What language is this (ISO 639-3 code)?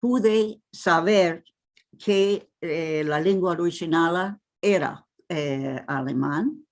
lad